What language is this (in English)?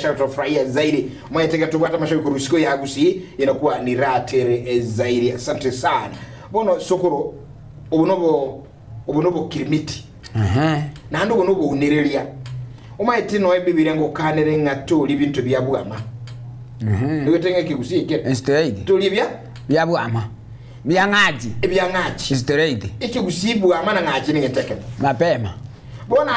Gusii